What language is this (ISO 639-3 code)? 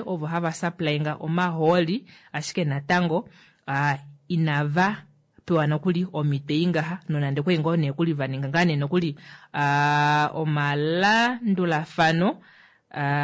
kua